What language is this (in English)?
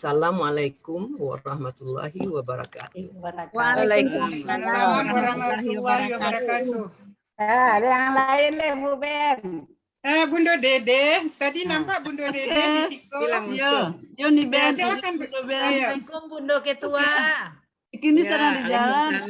Minangkabau